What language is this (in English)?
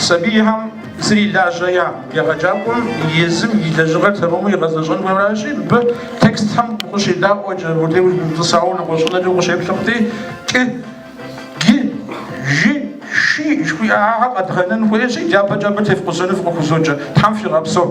Kabardian